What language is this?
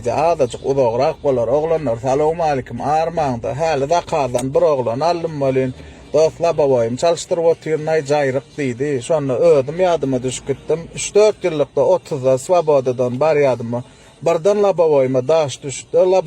Turkmen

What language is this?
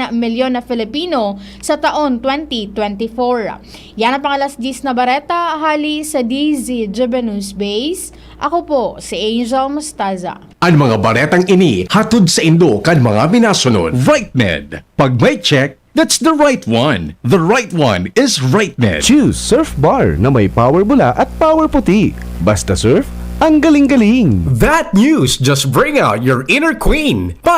Bikol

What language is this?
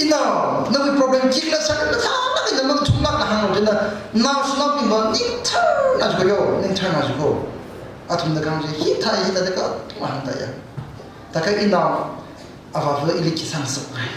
Tangkhul Naga (India)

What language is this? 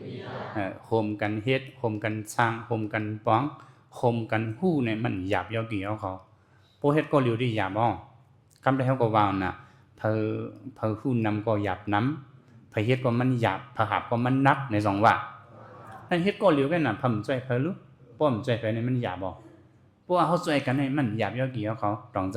Shan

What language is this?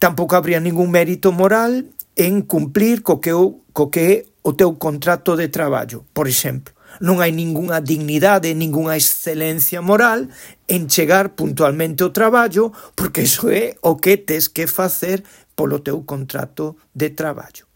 Galician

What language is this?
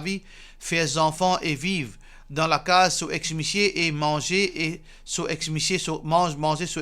Morisyen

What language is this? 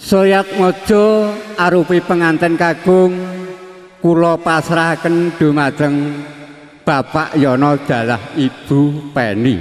Javanese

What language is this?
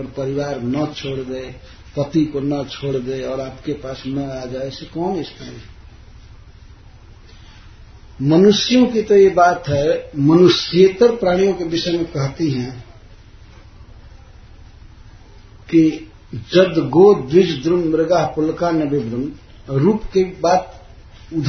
Hindi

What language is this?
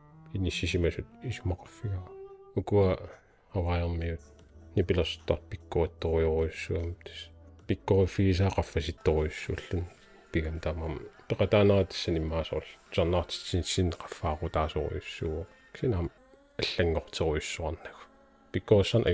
Kalaallisut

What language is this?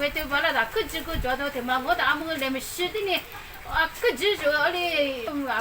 Lisu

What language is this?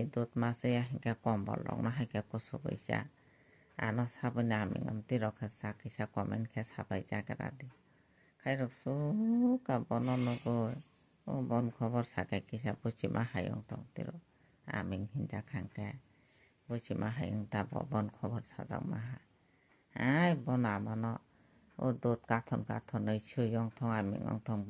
Kok Borok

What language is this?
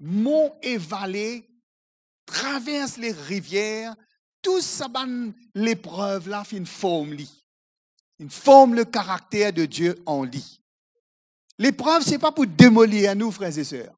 Morisyen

